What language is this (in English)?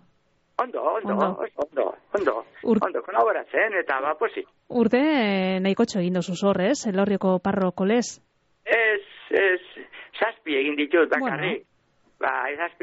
Basque